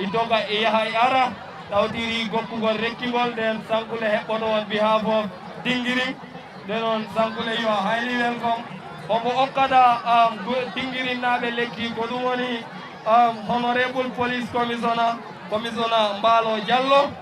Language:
Fula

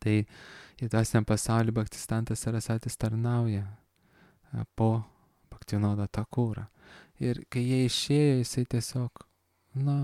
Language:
Lithuanian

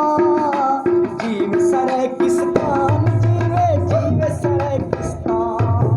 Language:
Saraiki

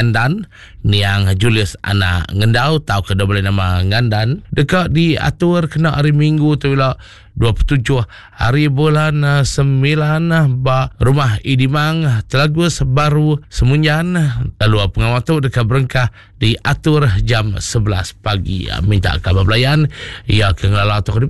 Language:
Iban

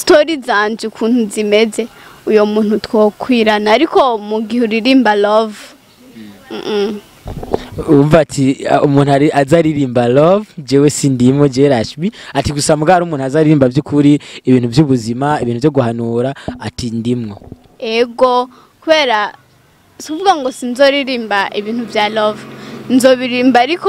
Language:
Rundi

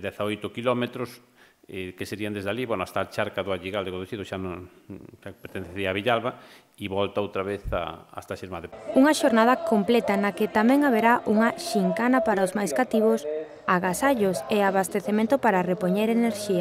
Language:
Galician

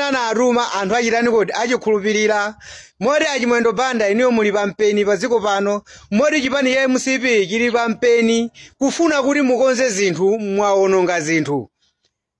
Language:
Nyanja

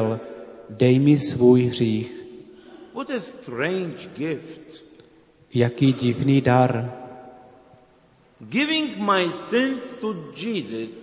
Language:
Czech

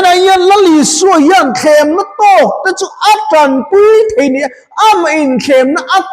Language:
Mizo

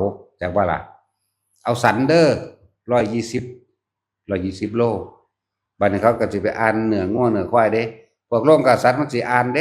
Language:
Northeastern Thai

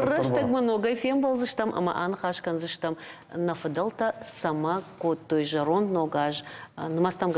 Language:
Ossetic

